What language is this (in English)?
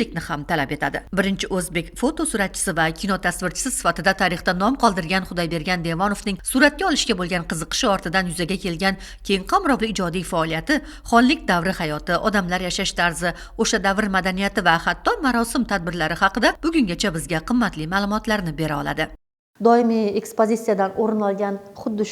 Uzbek